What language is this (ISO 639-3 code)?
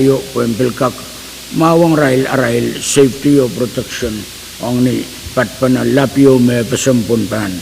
pon